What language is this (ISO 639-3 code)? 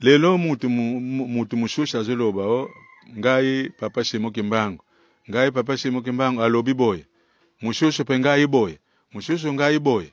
lin